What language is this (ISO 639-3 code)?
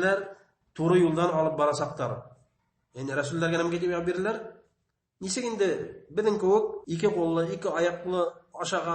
bak